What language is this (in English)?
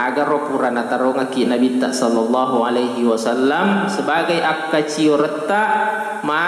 Buginese